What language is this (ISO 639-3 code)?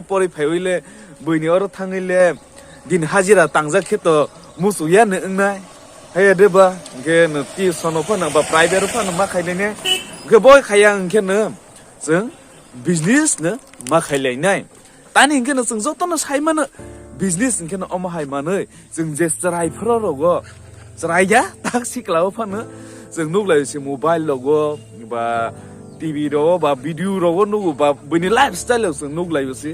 trp